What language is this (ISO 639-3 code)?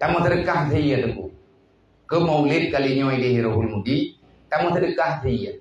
ace